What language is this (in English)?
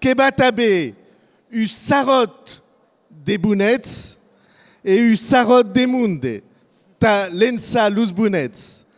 Occitan